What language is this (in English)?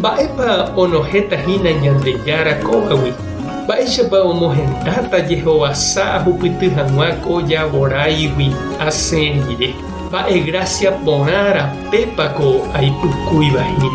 Guarani